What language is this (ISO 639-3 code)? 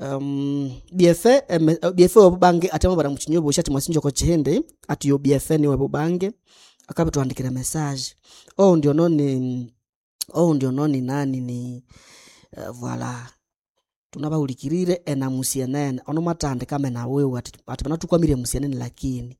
nnb